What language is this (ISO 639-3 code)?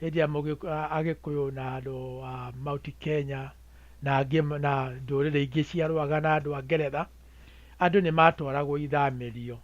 kik